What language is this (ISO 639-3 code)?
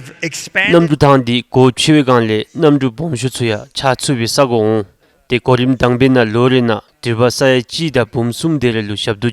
dzo